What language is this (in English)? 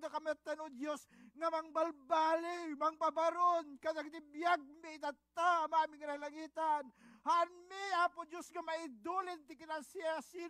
Iloko